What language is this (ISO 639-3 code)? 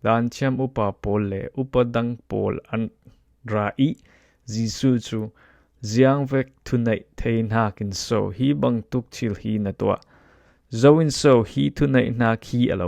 cfm